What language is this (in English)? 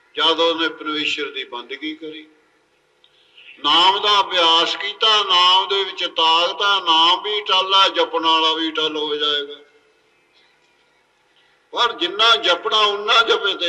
Punjabi